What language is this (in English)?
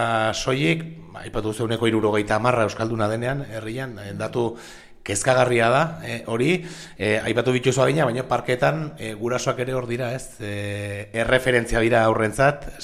Basque